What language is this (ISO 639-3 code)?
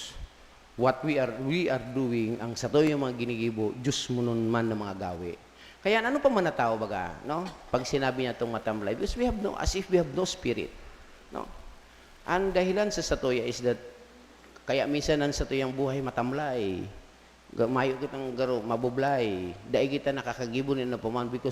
bik